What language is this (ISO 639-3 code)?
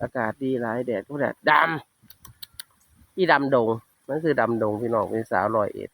tts